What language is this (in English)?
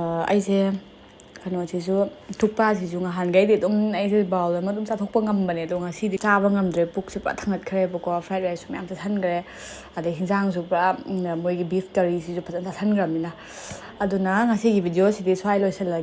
Manipuri